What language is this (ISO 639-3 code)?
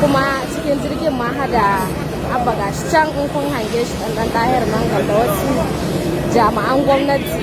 hau